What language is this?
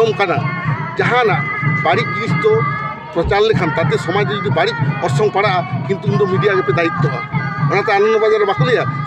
Santali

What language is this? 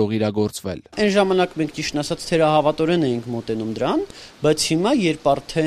Armenian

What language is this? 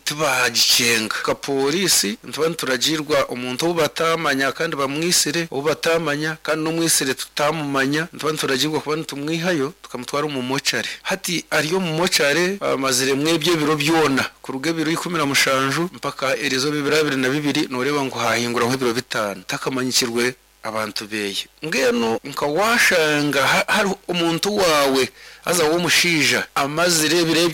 Nyankole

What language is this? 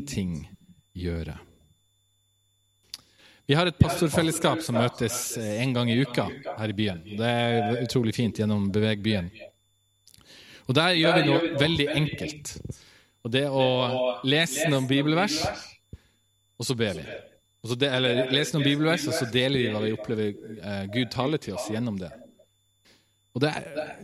Norwegian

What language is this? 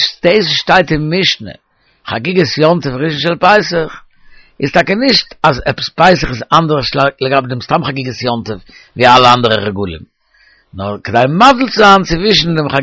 Yiddish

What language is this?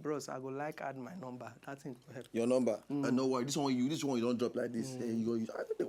Nigerian Pidgin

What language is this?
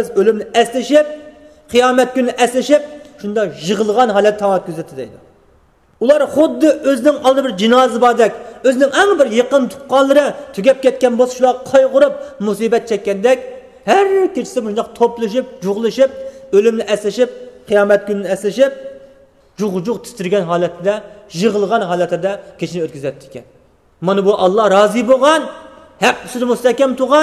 Uyghur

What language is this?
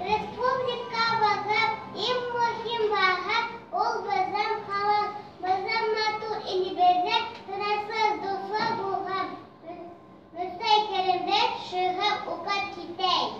Bashkir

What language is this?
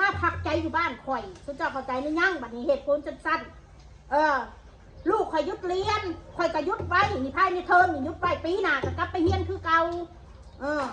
Northeastern Thai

